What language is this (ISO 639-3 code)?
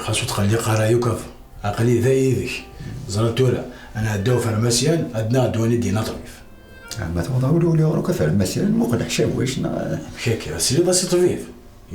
kab